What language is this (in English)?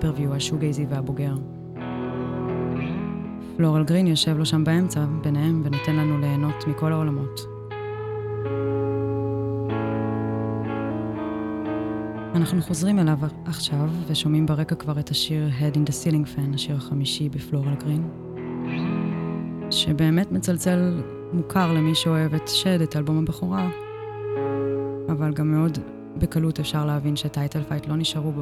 Hebrew